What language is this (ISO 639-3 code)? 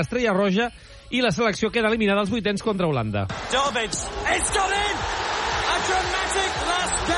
cat